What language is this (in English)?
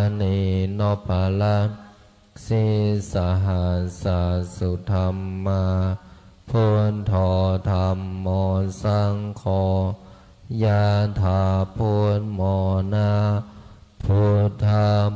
Pali